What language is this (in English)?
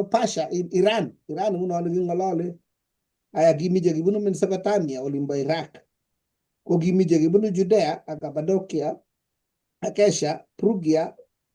Kalenjin